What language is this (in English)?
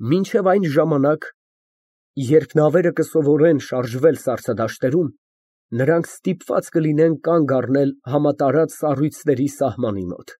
Armenian